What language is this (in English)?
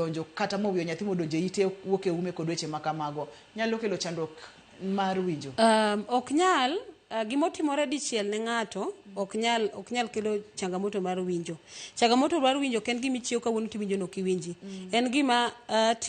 Luo (Kenya and Tanzania)